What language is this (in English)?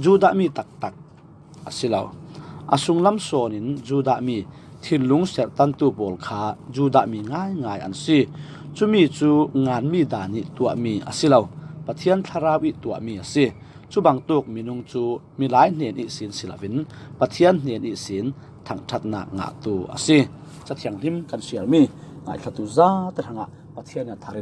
Falam Chin